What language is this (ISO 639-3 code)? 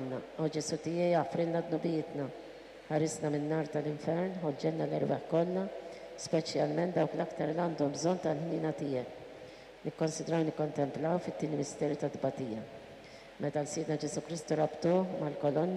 mlt